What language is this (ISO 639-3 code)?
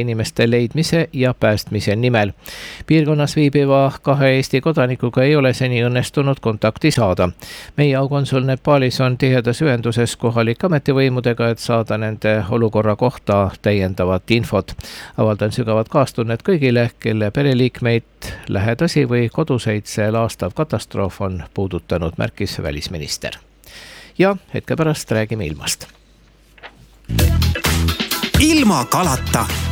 est